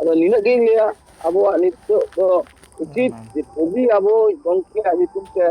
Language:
Santali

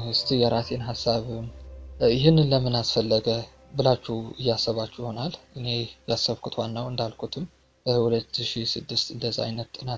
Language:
Amharic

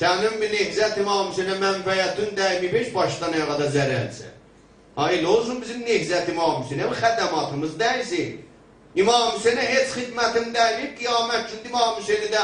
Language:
South Azerbaijani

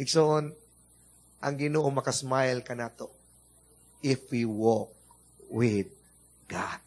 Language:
Cebuano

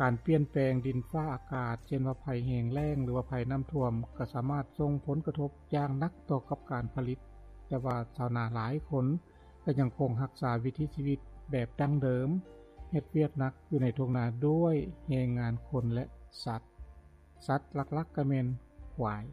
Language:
Lao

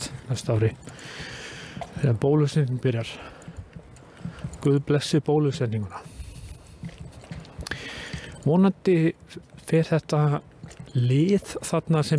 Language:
Icelandic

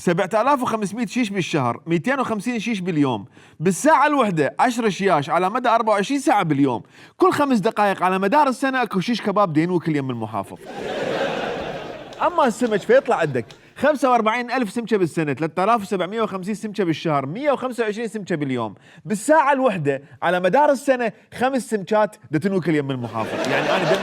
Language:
Mesopotamian Arabic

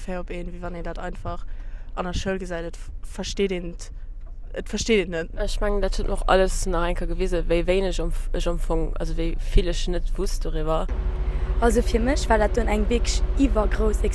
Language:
Luxembourgish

